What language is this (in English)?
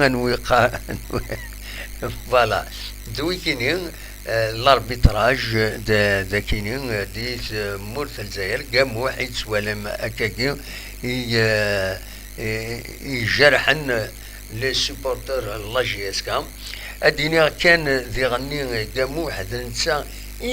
Kabyle